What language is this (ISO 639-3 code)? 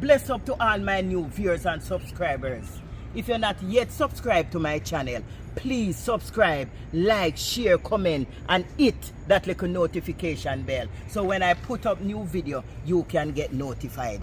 jam